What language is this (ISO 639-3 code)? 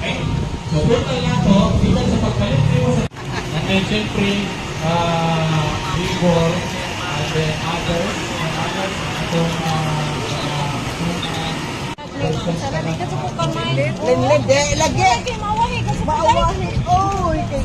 ceb